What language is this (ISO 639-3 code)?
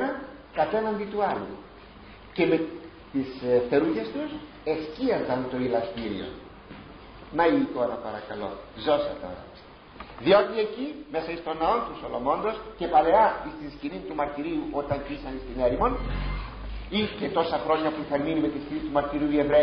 ell